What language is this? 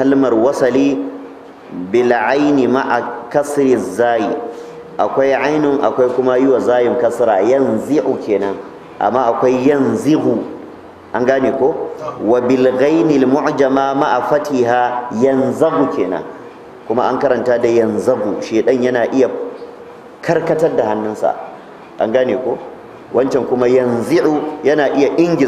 Hausa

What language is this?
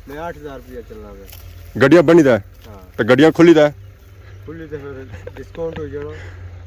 Pahari-Potwari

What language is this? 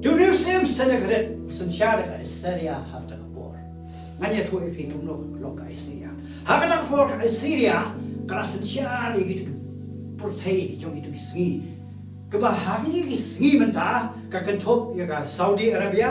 Khasi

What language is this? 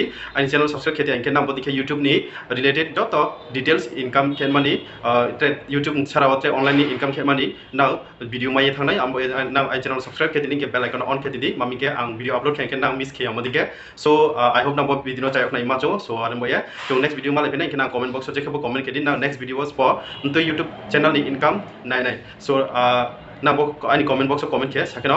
Riang (India)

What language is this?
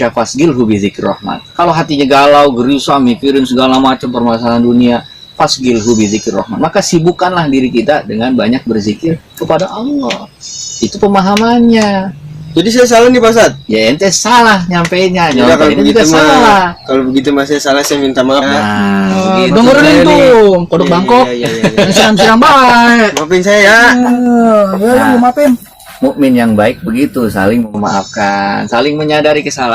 Betawi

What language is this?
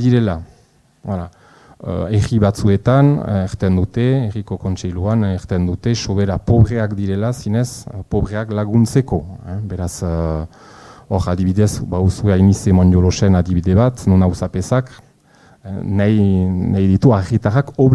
Basque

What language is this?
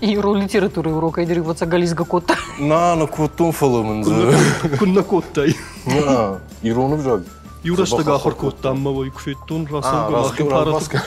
Ossetic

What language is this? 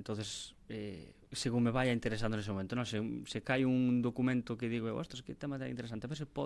Galician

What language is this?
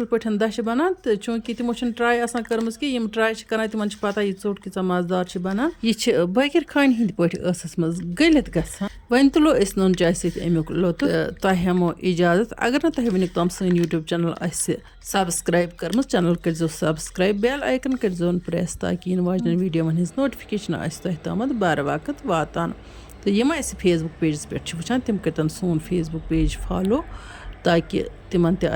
Kashmiri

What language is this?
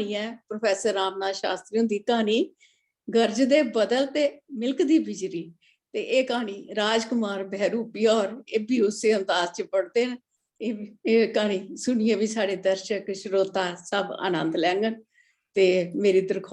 Dogri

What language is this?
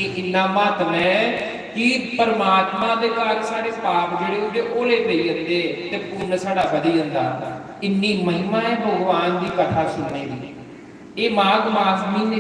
Dogri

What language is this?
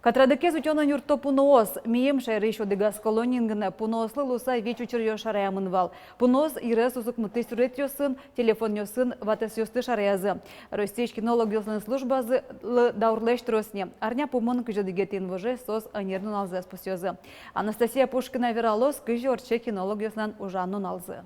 Udmurt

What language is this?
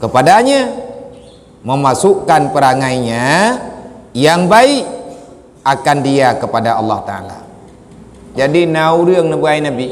Achinese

